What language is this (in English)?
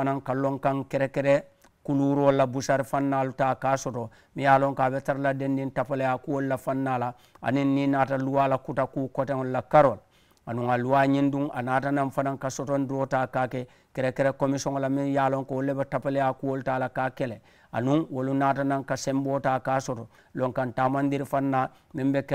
Mandingo